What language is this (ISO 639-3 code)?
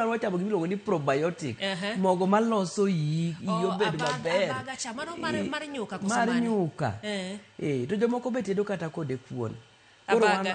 luo